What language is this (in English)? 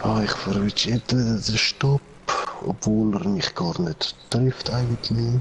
Swiss German